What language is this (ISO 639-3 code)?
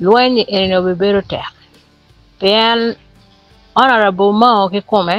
ach